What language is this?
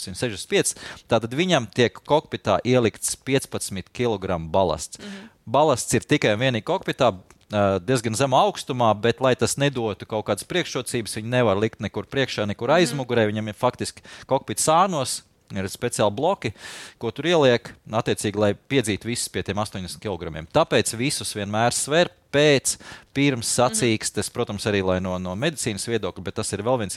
Latvian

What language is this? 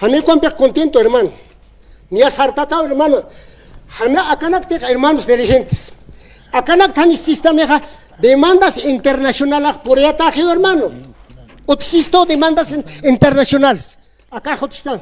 Aymara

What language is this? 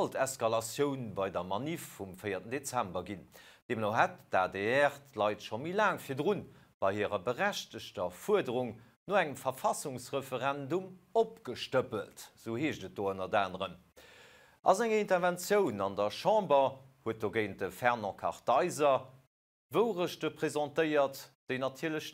Luxembourgish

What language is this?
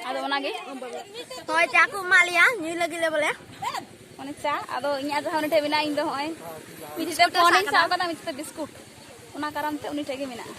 Santali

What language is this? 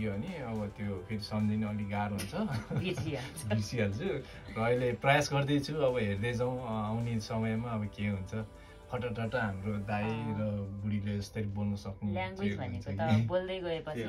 Nepali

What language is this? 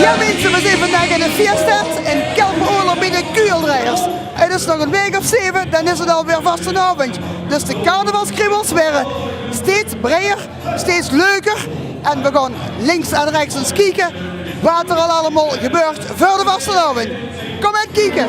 Limburgish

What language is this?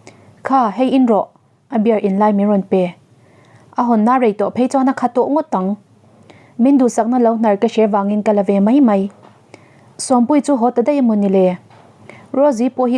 Mizo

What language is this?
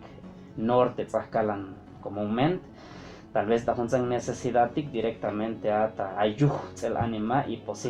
Chuj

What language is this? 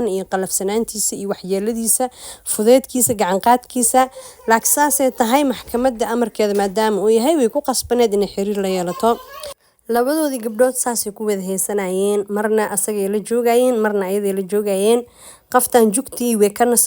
Somali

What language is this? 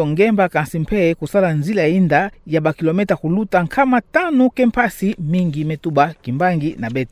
Kituba (Democratic Republic of Congo)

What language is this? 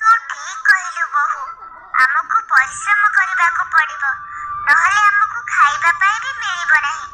Odia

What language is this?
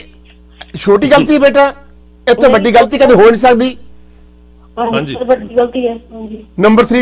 Punjabi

